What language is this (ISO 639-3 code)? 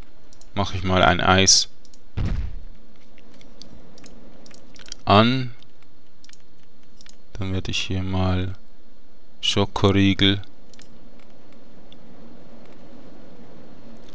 deu